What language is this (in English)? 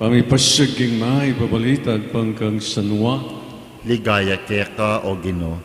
Pampanga